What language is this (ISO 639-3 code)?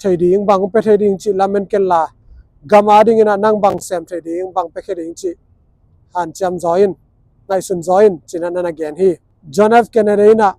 ctd